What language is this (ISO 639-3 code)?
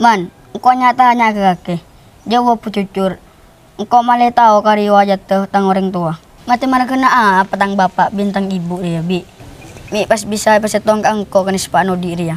mad